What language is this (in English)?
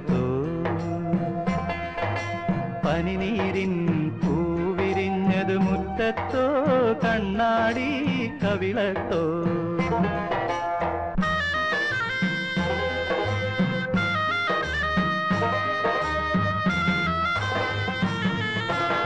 Malayalam